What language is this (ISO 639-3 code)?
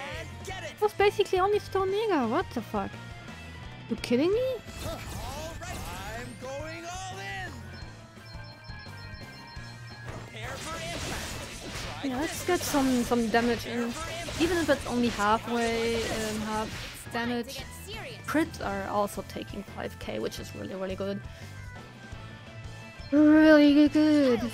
eng